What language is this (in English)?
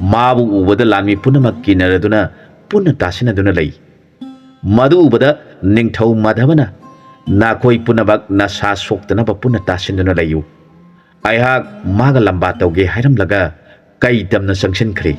Manipuri